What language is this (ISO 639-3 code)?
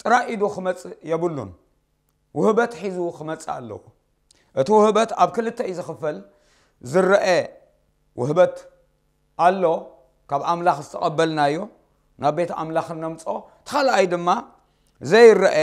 tir